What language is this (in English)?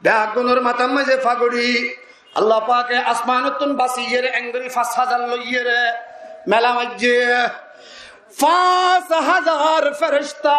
Rohingya